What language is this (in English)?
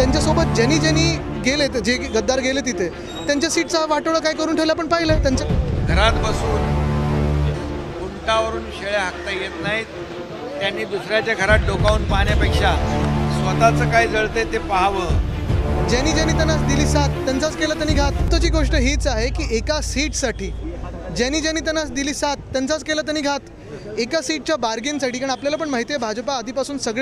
Marathi